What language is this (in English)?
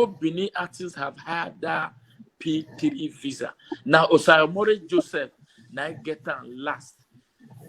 Nigerian Pidgin